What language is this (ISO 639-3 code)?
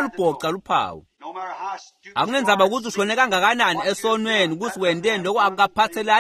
ssw